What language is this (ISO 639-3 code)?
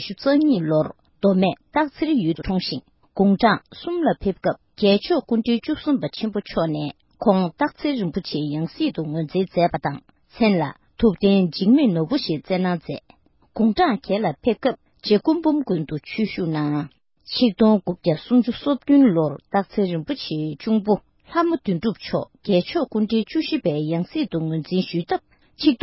bod